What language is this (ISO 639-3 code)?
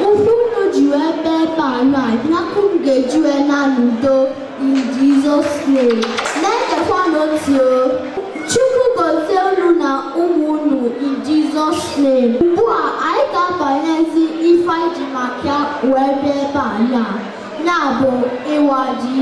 ibo